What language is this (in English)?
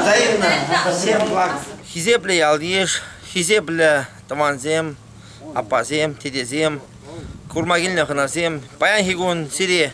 Chuvash